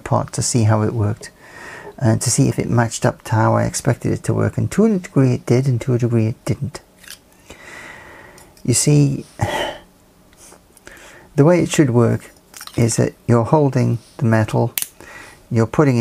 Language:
English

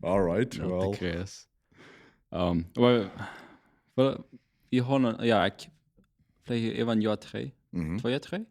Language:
Plautdietsch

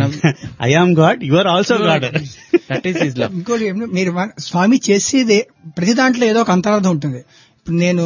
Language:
Telugu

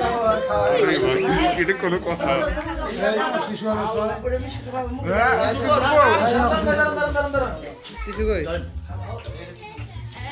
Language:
Bangla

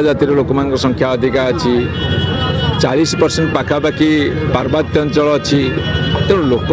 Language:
Odia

